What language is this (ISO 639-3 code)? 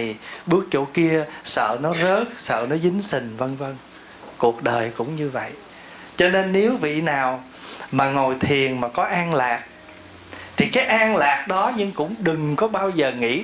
vie